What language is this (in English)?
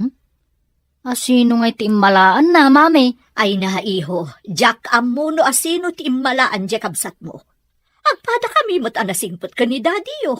Iloko